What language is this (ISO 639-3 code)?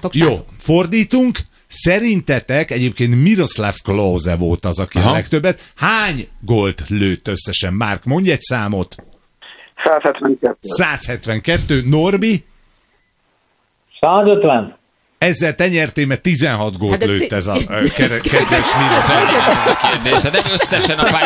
hun